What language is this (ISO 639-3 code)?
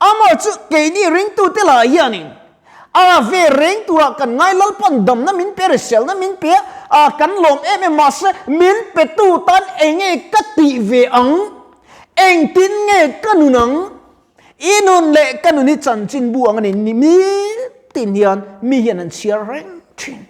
lus